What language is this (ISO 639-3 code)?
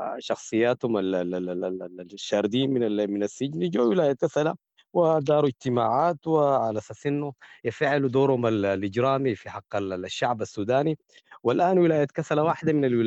apd